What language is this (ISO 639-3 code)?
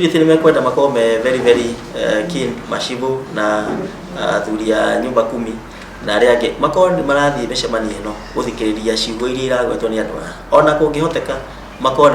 kik